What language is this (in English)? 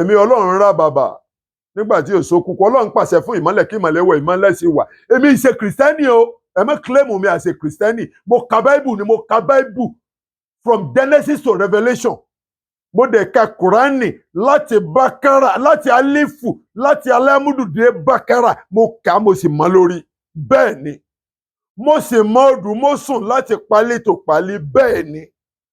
Yoruba